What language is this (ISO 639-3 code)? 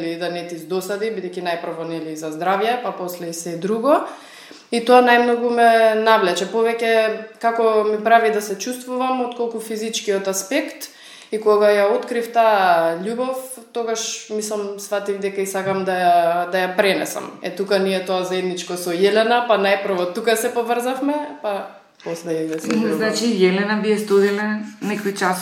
mkd